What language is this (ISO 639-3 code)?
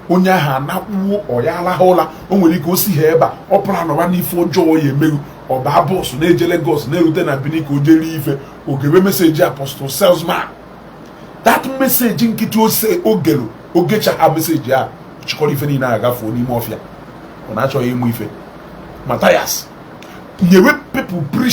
ibo